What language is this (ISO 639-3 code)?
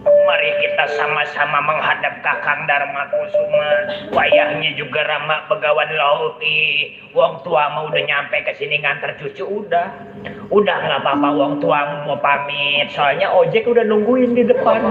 bew